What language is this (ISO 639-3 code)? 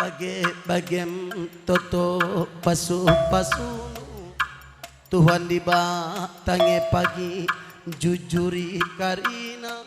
btx